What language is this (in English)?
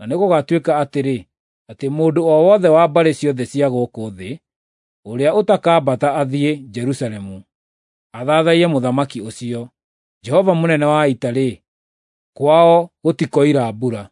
Kikuyu